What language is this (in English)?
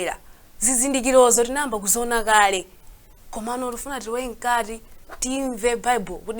Nyanja